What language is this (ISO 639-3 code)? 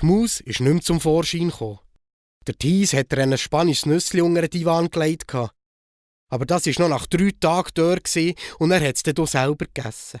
gsw